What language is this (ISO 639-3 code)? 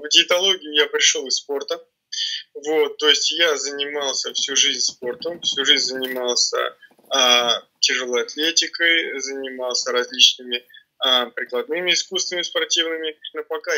rus